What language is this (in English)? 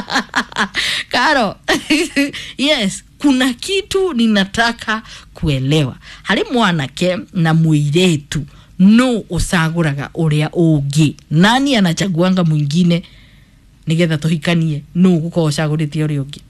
Kikuyu